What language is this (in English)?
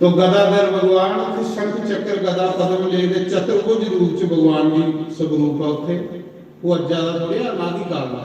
Dogri